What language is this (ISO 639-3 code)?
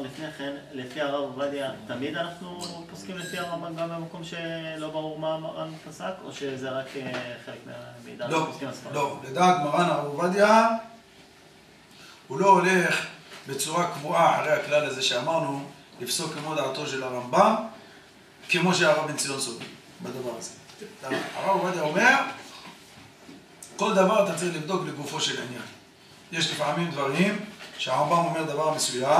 heb